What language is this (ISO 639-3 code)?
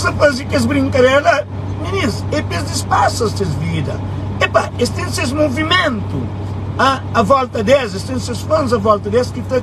kea